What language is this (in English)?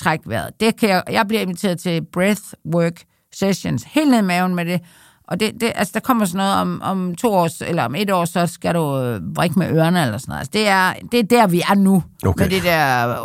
Danish